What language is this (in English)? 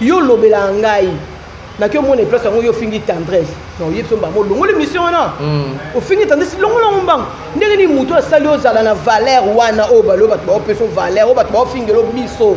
Lingala